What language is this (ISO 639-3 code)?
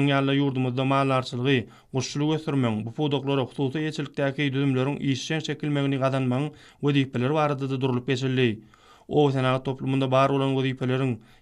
tuk